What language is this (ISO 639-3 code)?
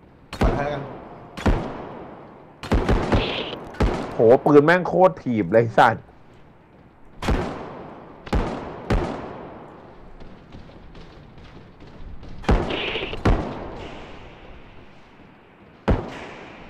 tha